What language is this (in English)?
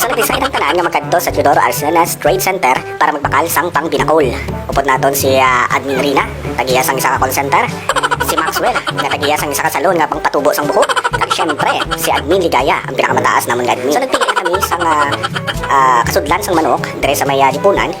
Hiligaynon